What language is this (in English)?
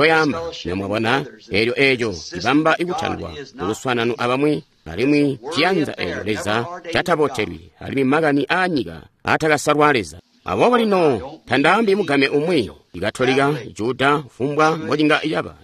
Tonga (Zambia)